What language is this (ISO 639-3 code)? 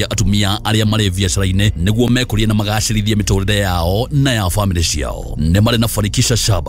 kik